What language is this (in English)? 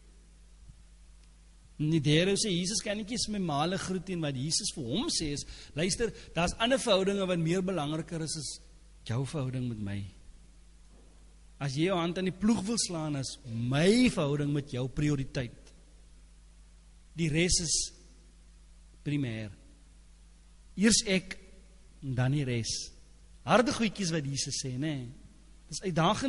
Afrikaans